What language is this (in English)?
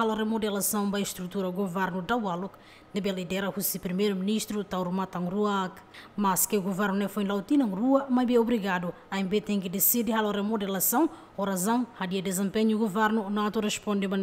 Tetum